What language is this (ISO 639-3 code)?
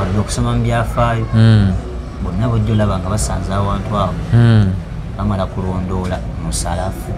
lug